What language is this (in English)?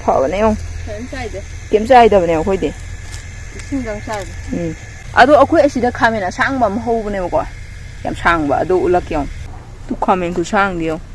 Manipuri